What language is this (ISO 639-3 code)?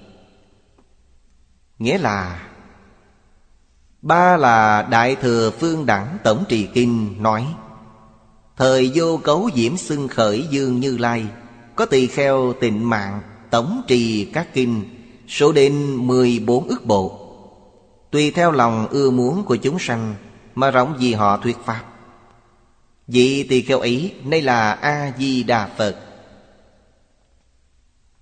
vie